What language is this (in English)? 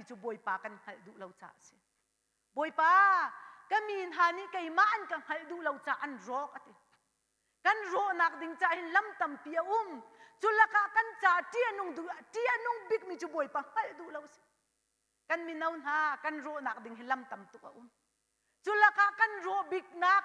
Hakha Chin